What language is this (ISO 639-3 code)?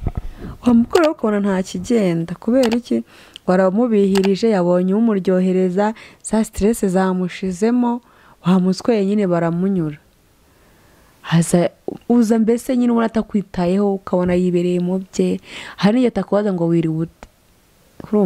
kin